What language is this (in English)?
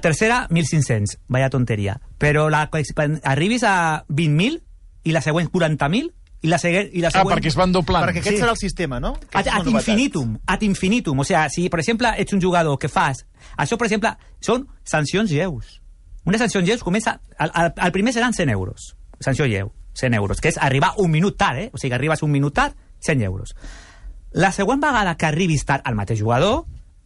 Catalan